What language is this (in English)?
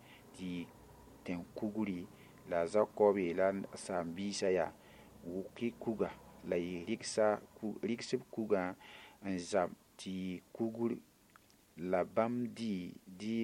Mossi